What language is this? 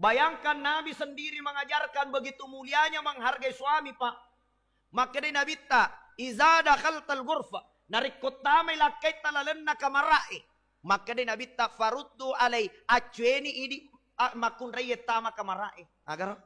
Buginese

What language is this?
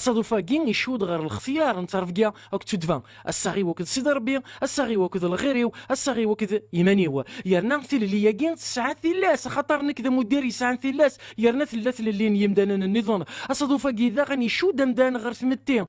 Kabyle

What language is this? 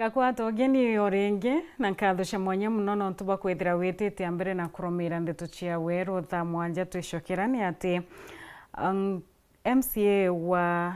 Meru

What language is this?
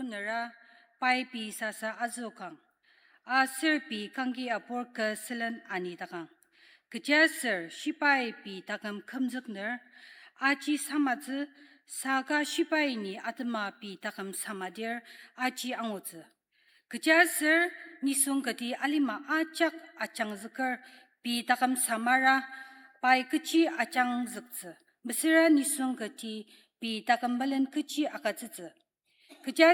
Ao Naga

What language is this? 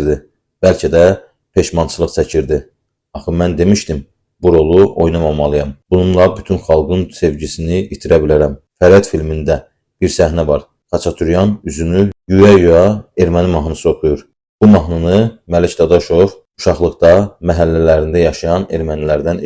Azerbaijani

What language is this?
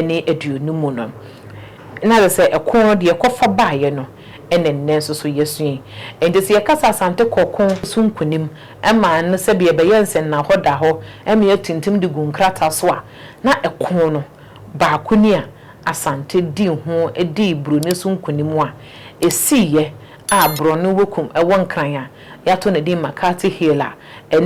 Akan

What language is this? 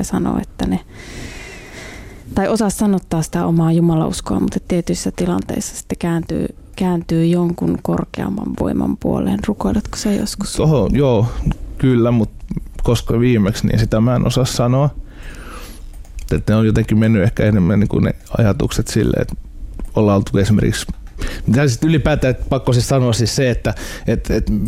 Finnish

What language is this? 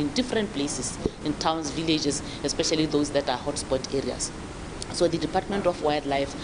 Tswana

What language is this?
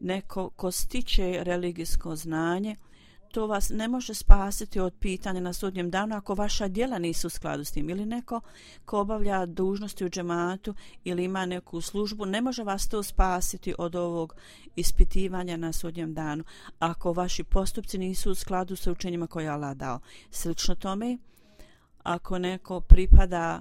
Bosnian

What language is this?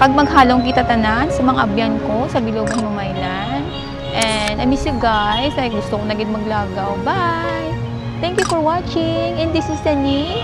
Hiligaynon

